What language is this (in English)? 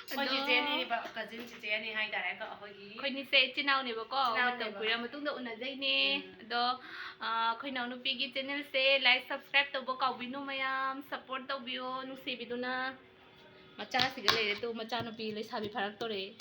Manipuri